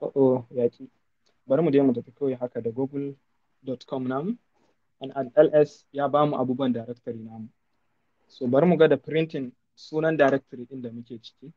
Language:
Hausa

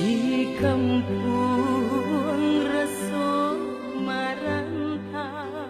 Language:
Minangkabau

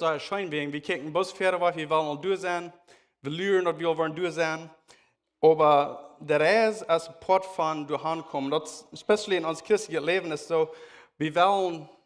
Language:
Plautdietsch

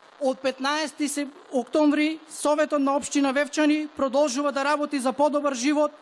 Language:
Macedonian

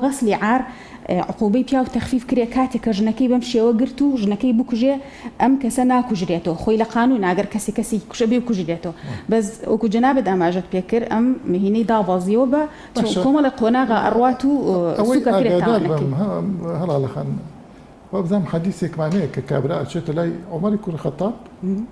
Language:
Central Kurdish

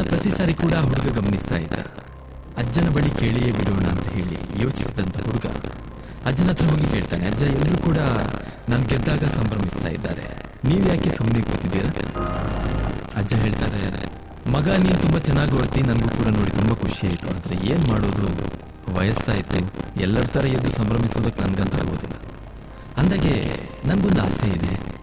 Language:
Kannada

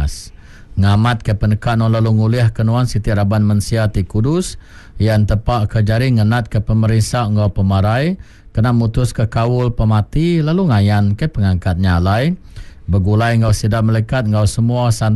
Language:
Iban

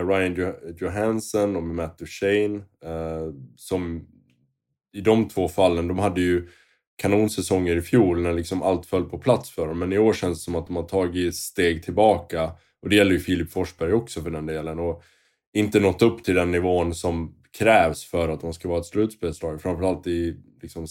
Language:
Swedish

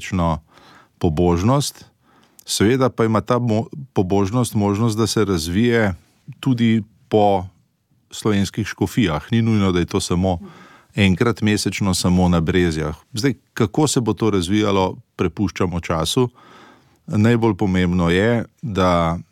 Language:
Slovenian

